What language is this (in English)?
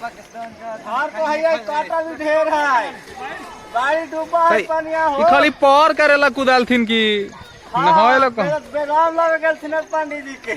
Magahi